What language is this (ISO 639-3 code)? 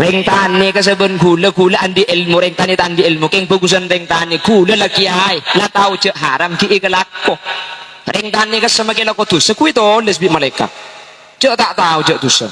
mad